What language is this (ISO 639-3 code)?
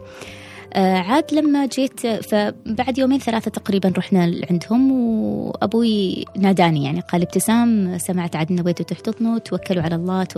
afb